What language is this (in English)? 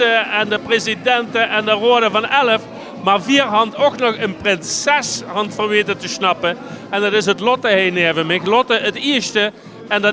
Limburgish